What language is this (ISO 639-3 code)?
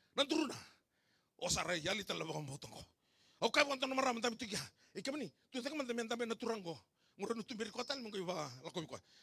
fij